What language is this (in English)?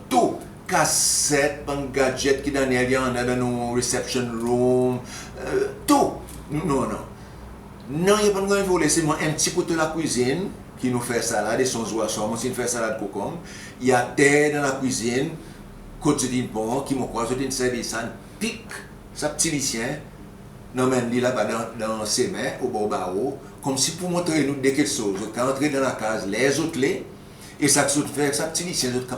Seselwa Creole French